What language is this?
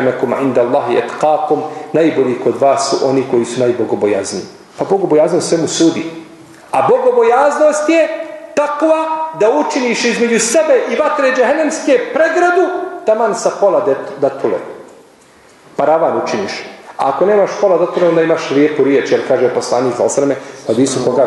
Bosnian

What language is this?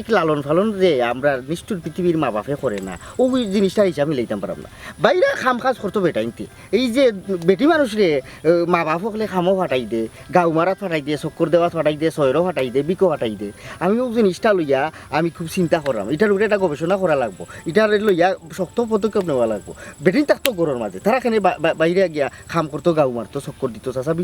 Sylheti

